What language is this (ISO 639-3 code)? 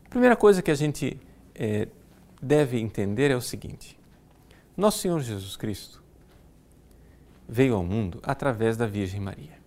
por